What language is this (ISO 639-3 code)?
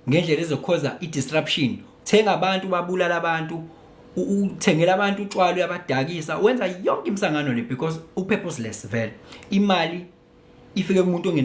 zul